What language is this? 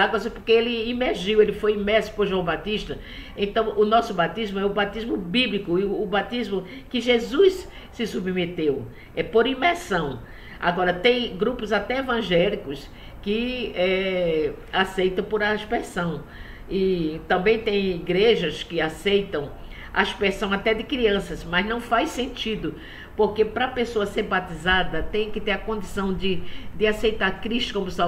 Portuguese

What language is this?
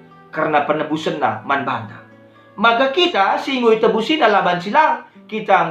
Batak Karo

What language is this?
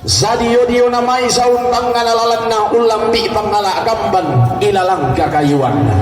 Toraja-Sa'dan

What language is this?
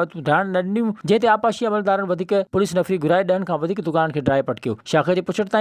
Sindhi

